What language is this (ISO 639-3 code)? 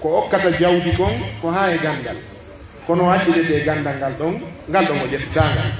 fuf